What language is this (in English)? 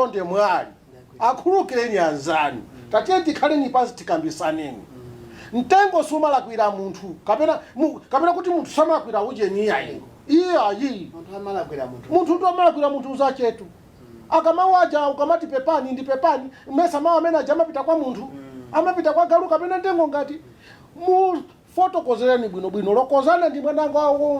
Nyanja